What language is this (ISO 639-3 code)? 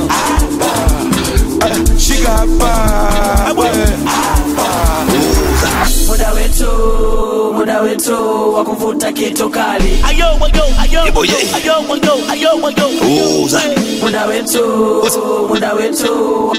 swa